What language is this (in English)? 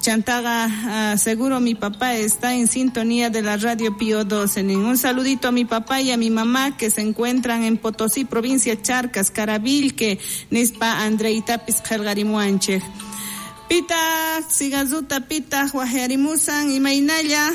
South Bolivian Quechua